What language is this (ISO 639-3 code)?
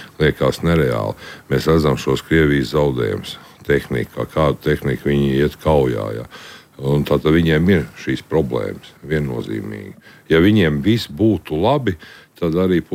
lav